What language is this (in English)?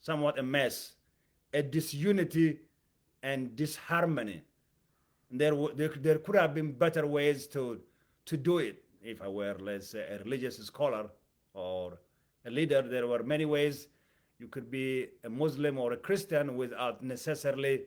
English